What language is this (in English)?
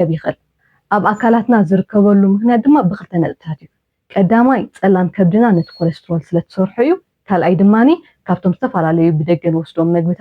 Tigrinya